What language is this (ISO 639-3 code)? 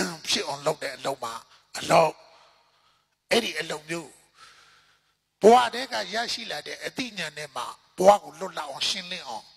mya